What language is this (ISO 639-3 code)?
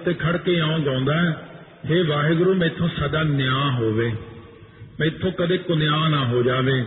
pan